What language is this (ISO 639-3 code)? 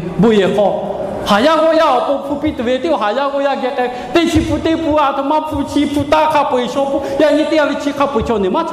lhu